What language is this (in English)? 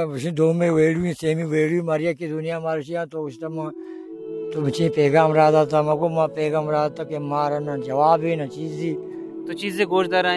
Baluchi